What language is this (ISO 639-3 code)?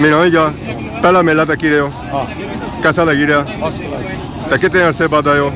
phr